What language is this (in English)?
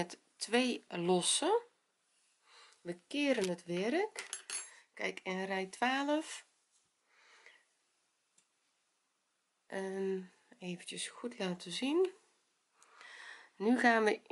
Dutch